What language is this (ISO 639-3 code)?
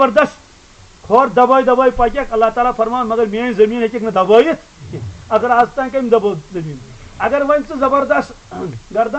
kas